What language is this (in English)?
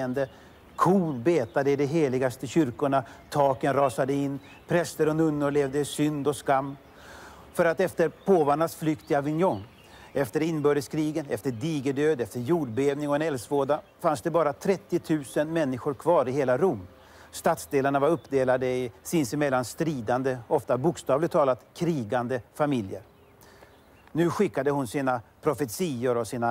Swedish